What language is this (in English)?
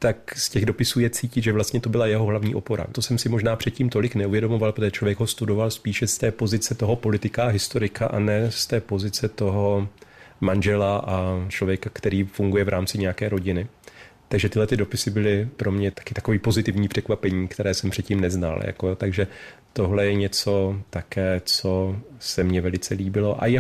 Czech